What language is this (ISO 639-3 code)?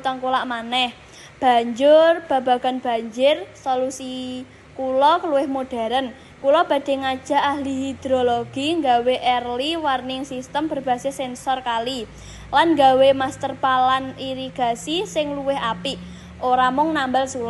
jav